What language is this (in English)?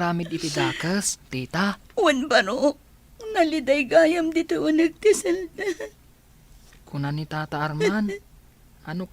Iloko